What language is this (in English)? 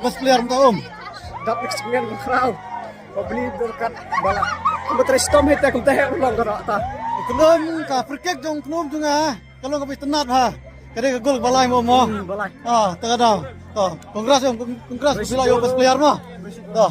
Khasi